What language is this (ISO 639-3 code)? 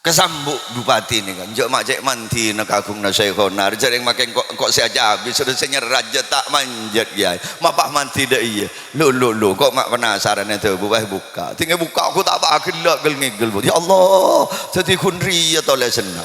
mad